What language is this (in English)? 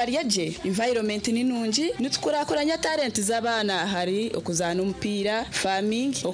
Nyankole